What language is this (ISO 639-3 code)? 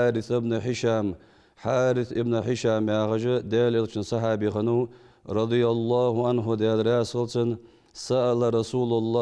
inh